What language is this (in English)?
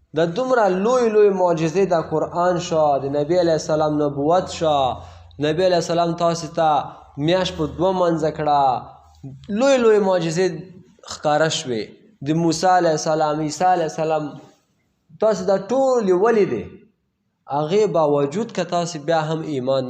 Pashto